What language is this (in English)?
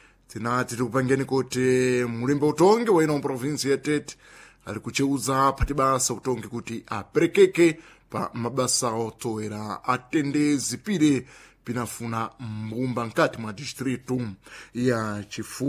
Sena